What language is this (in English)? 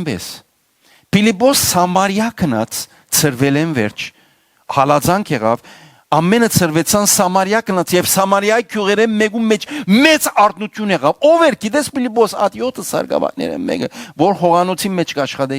Western Armenian